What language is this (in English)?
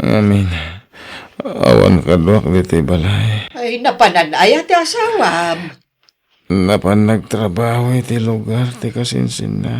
Iloko